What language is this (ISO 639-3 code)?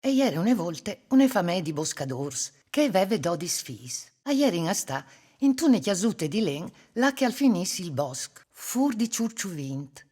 fur